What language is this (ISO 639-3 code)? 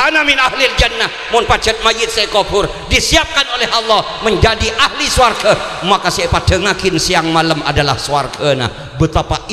mad